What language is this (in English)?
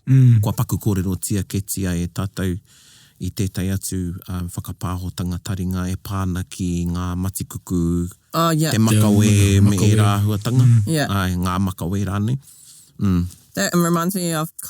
Māori